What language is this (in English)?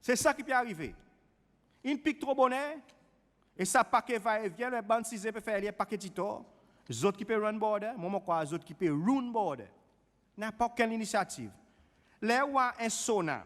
Seselwa Creole French